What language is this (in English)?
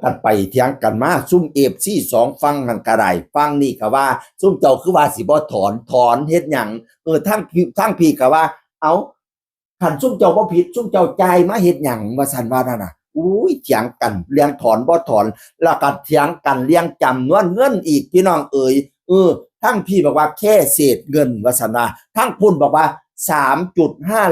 Northeastern Thai